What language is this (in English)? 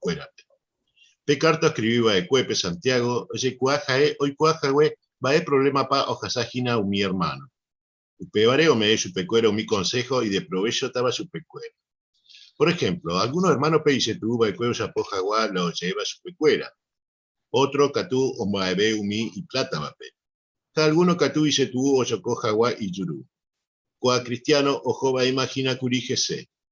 Guarani